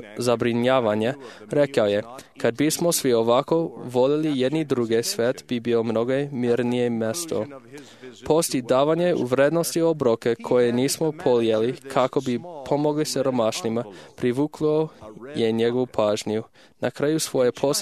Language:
Serbian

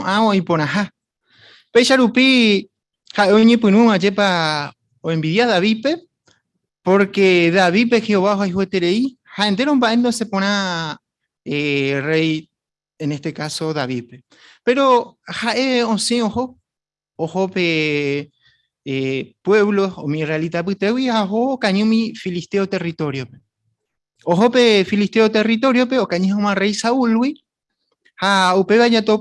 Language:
Guarani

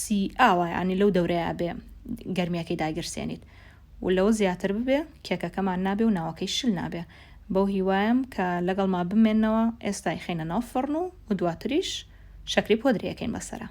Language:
Central Kurdish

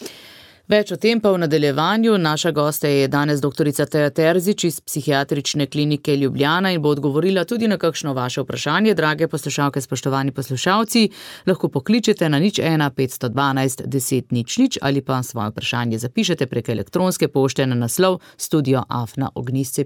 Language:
Slovenian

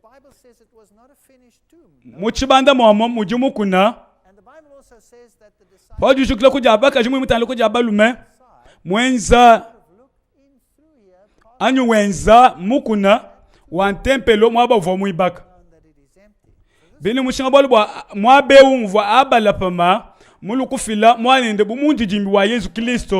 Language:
Luba-Lulua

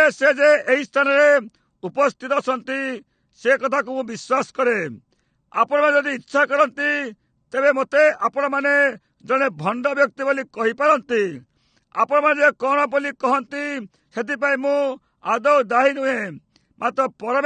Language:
Odia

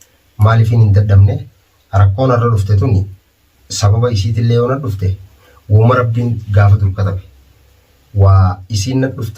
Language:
Oromo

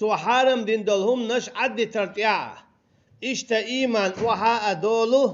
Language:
Chechen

